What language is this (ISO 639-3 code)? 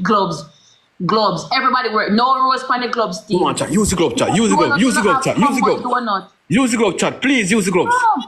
jam